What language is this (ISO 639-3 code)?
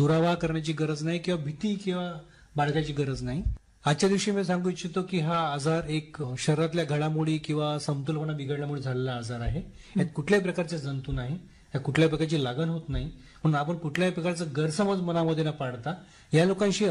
mar